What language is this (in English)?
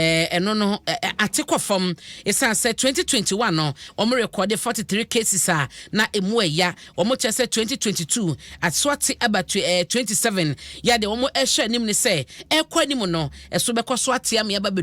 Akan